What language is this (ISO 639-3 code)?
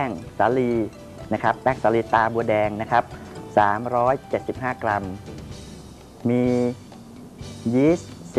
tha